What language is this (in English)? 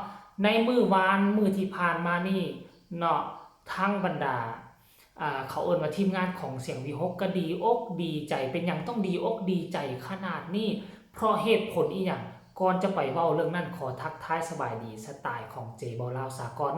Lao